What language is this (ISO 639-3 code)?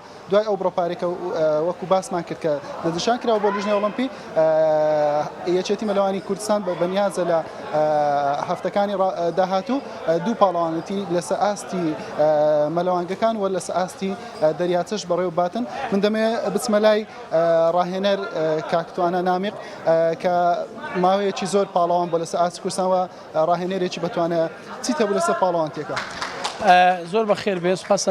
ckb